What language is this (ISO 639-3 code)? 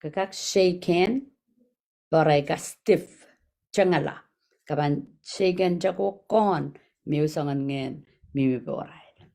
pon